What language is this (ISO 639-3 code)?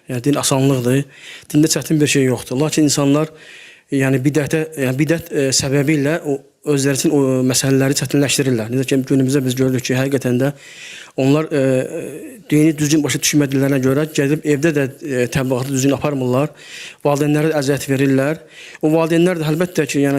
aze